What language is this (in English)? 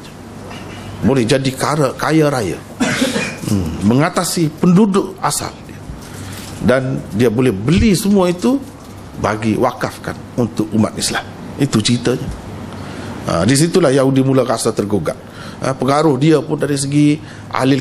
Malay